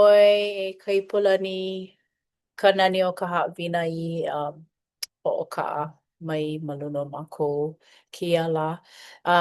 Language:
Hawaiian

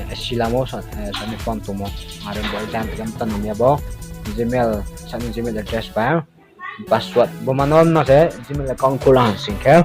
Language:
Riang (India)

